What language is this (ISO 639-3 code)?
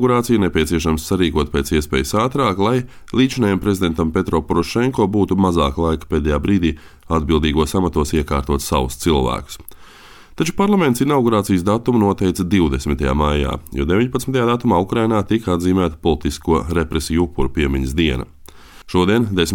lav